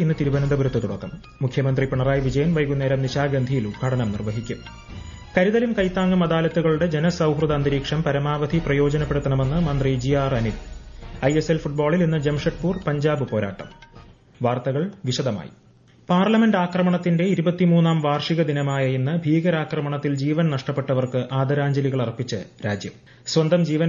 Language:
Malayalam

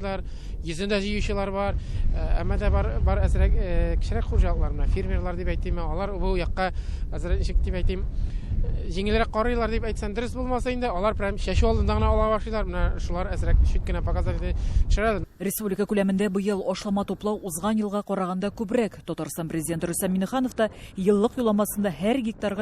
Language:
Tatar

